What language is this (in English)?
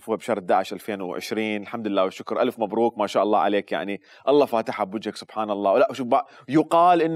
Mesopotamian Arabic